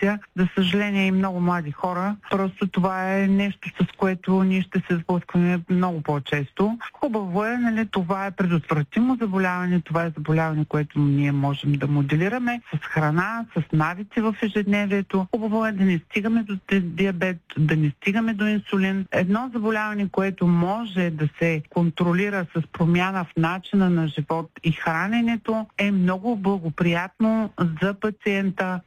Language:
Bulgarian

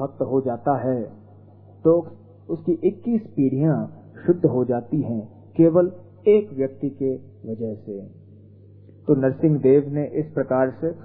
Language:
Hindi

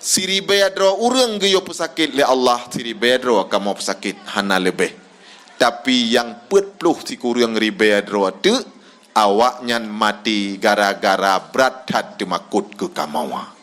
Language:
Achinese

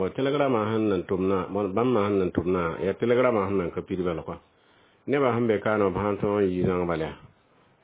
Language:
Mossi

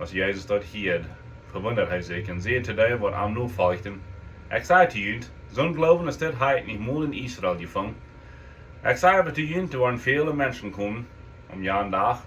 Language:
Plautdietsch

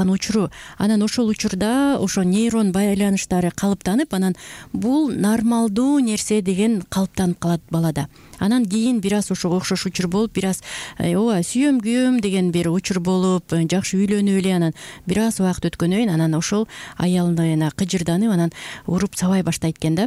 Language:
Kyrgyz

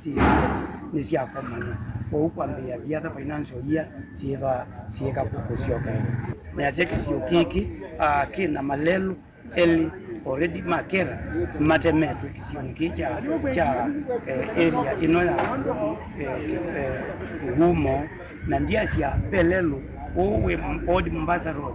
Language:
Kamba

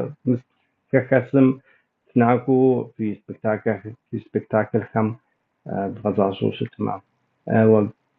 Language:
Kabardian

